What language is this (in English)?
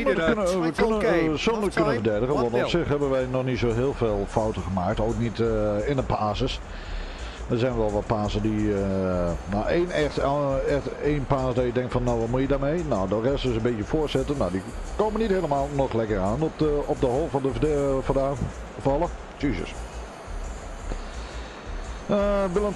Dutch